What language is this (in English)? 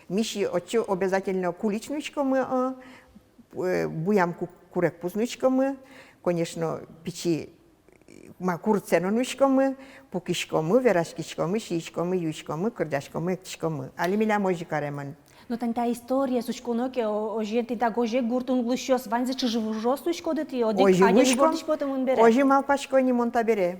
Udmurt